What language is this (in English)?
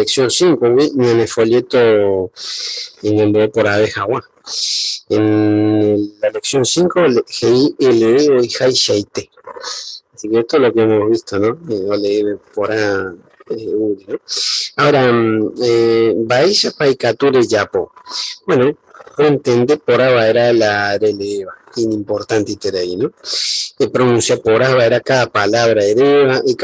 Guarani